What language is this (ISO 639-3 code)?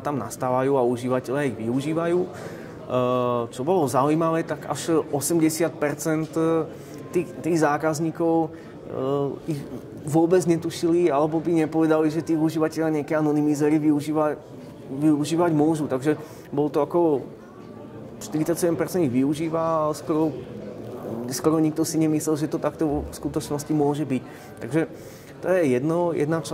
slk